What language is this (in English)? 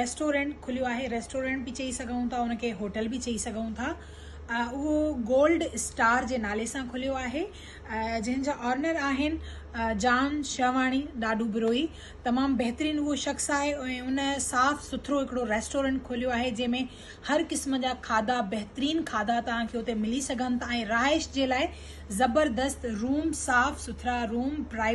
Sindhi